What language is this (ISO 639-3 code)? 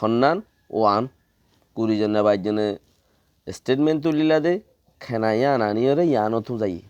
rhg